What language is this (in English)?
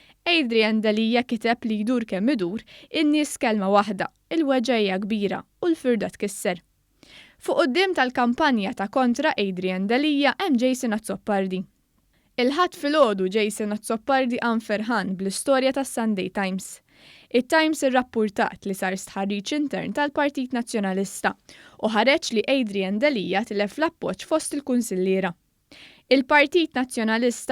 Maltese